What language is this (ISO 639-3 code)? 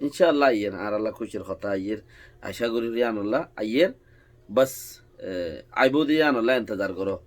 rhg